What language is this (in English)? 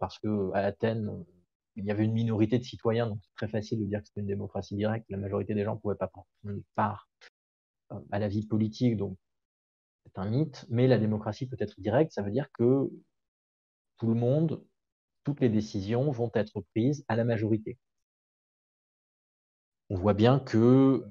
French